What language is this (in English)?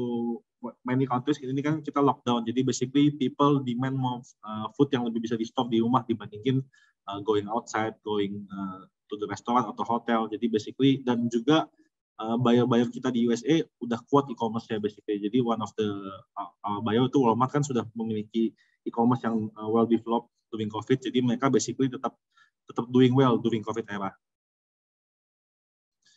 Indonesian